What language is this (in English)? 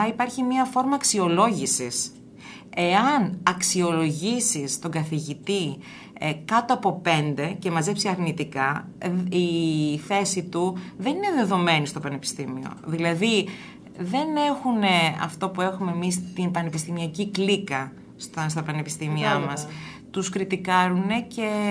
Greek